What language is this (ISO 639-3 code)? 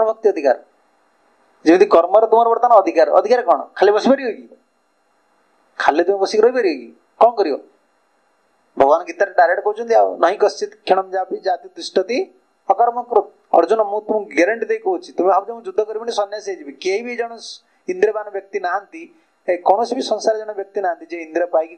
ori